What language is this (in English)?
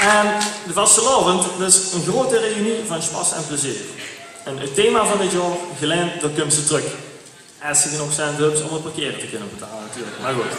Limburgish